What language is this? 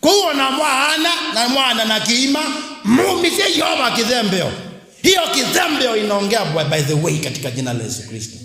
Kamba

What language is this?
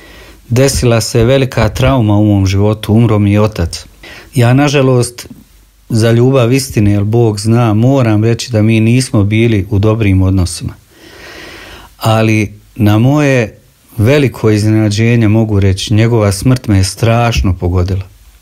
Croatian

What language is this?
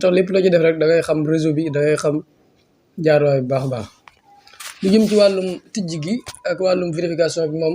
Wolof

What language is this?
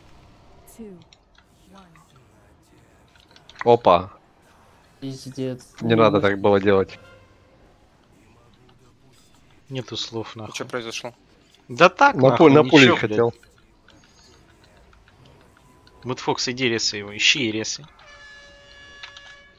Russian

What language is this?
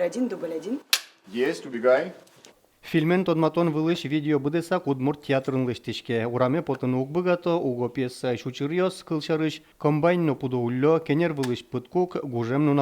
Udmurt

